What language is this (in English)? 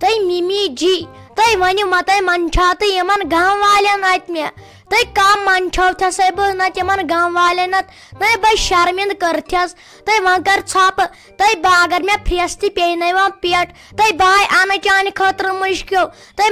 Kashmiri